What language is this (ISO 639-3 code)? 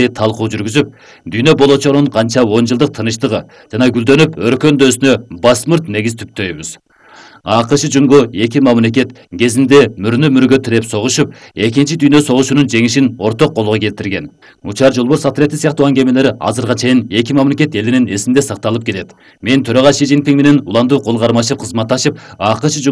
kir